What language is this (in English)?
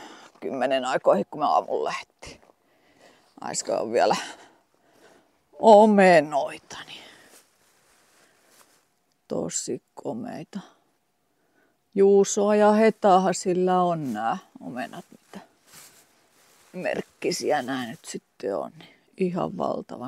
Finnish